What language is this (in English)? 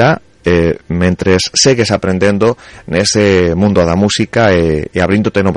Galician